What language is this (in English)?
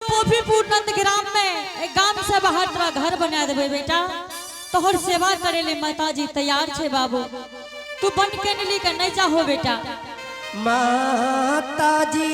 Angika